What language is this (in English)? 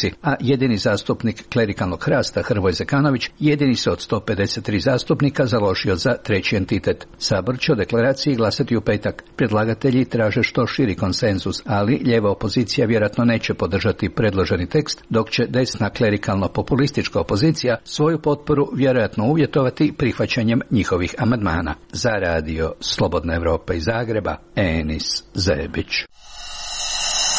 Croatian